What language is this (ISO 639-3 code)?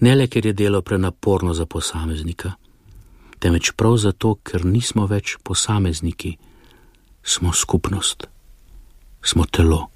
slv